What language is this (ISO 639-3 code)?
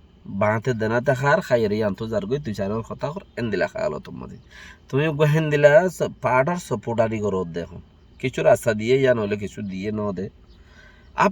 rhg